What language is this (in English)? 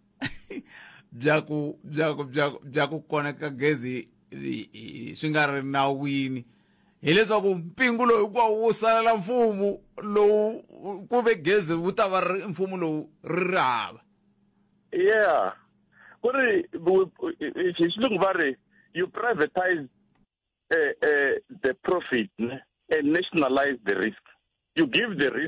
Tsonga